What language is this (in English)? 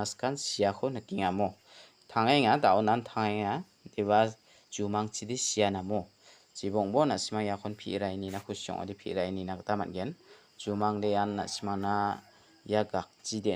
Garo